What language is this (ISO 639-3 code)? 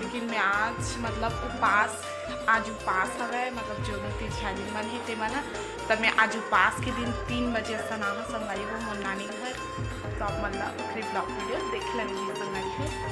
hne